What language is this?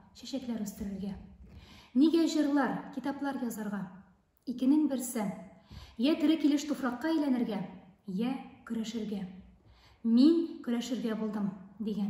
Tatar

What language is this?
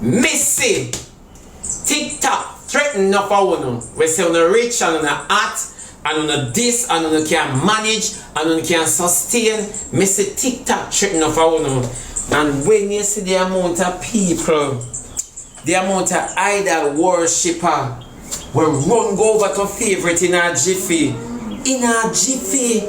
Jamaican Creole English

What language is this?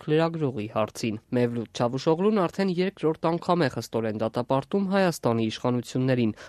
Armenian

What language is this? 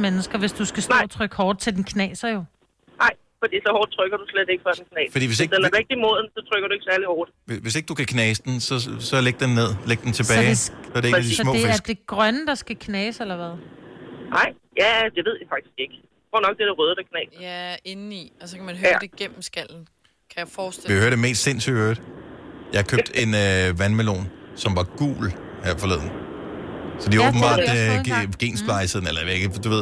Danish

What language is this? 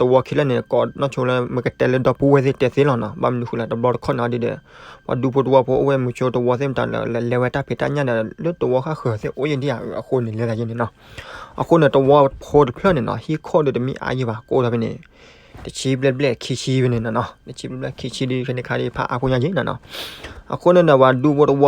S'gaw Karen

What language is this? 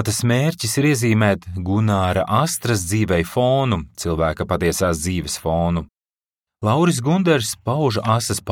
Latvian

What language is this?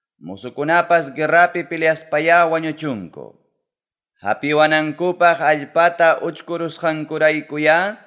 Ayacucho Quechua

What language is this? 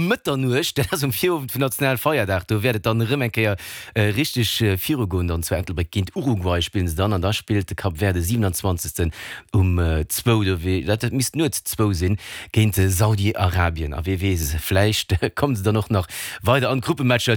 Luxembourgish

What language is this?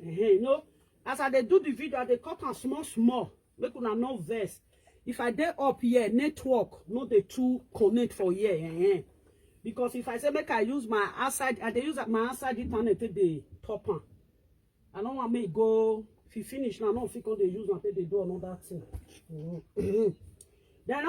Nigerian Pidgin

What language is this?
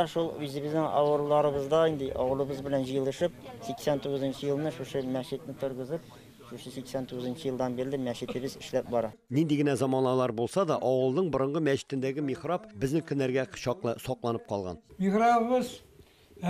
Tatar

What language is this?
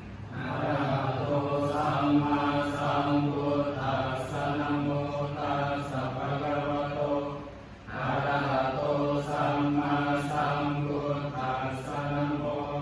Pali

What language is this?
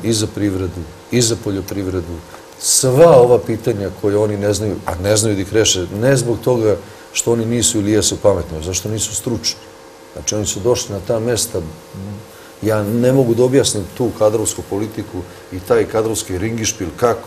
Serbian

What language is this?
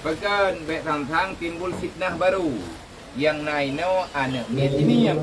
Achinese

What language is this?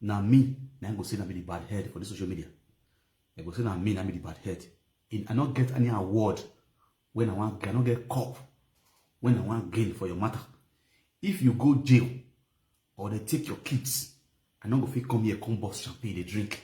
Nigerian Pidgin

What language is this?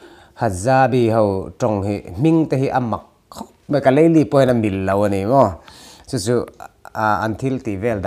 Mizo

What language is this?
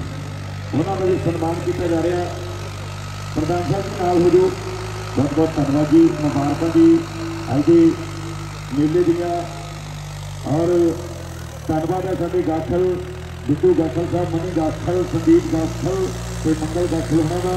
Punjabi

